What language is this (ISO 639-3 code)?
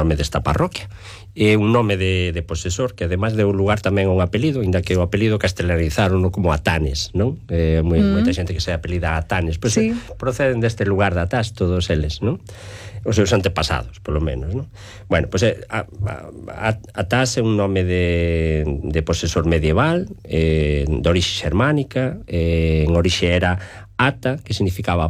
glg